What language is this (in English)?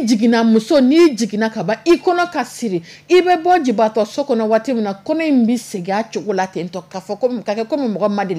Dyula